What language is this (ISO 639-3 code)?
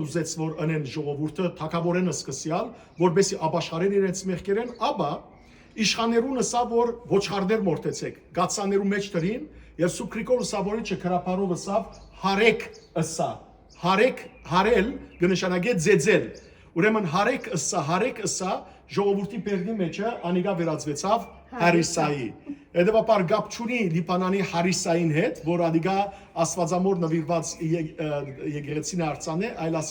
hyw